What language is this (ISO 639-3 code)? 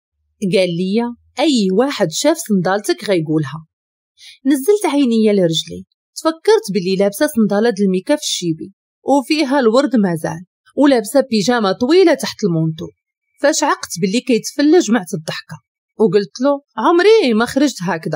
ary